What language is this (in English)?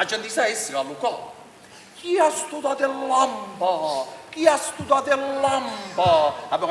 Neapolitan